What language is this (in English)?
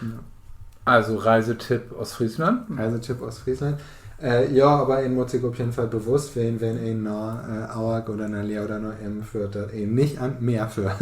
Low German